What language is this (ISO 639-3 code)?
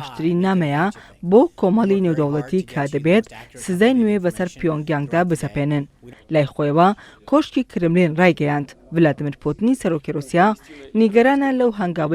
ckb